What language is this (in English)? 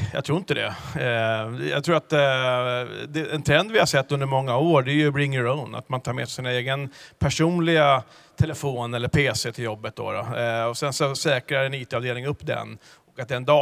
Swedish